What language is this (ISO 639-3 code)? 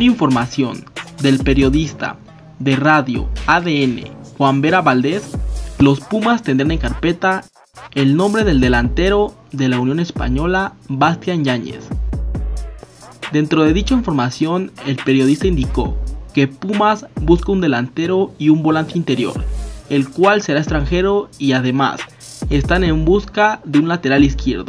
spa